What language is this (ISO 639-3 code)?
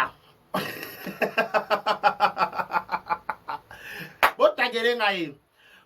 lin